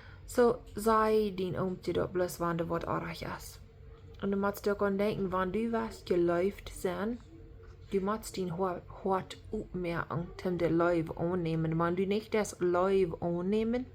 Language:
Plautdietsch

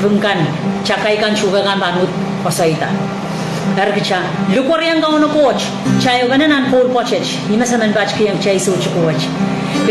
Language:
Pohnpeian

